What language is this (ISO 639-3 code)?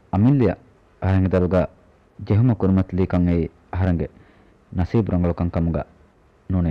div